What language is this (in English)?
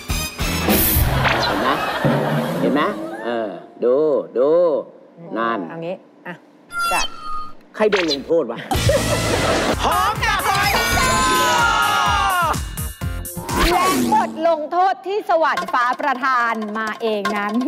Thai